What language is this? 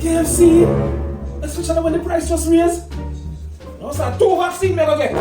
Jamaican Creole English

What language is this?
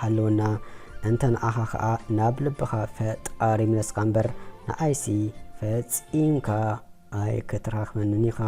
Tigrinya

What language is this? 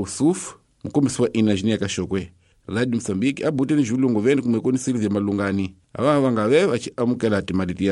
Tsonga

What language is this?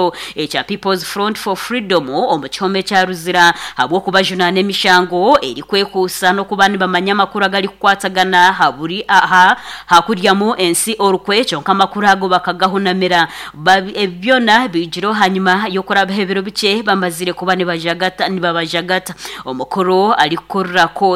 Nyankole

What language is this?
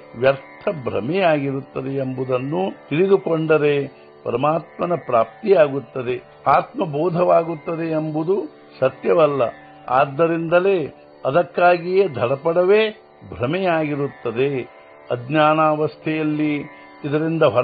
Kannada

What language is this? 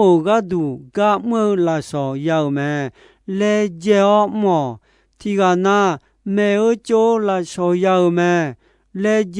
Akha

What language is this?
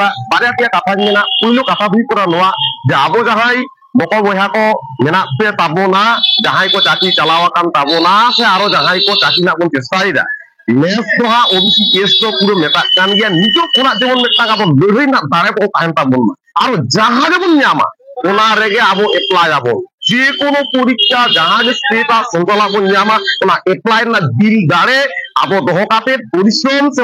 Santali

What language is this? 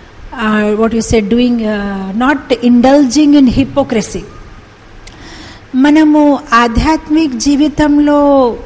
Telugu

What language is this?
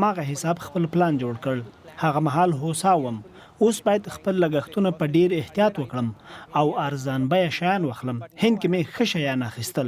Pashto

